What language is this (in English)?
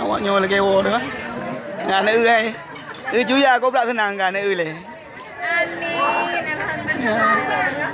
Achinese